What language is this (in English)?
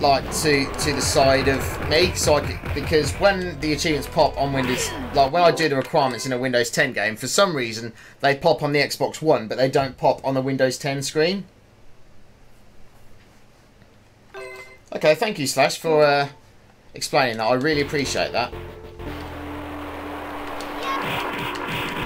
English